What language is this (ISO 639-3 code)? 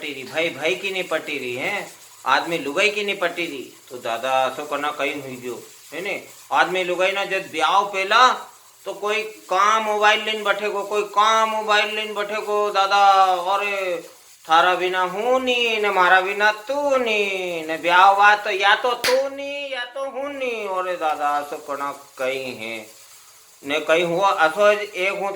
raj